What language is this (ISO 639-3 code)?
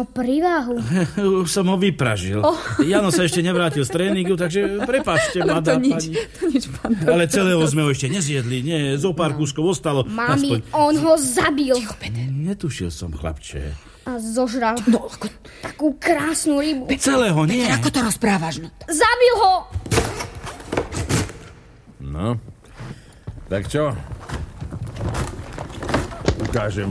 slk